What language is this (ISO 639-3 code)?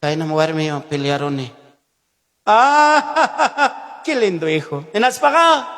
quy